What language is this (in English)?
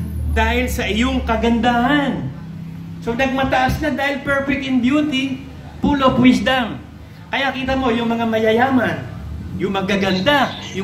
Filipino